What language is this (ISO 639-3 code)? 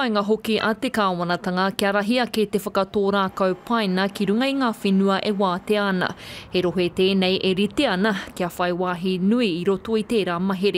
mri